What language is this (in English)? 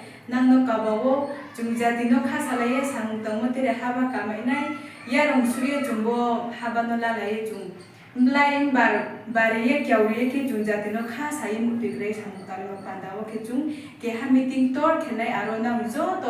Riang (India)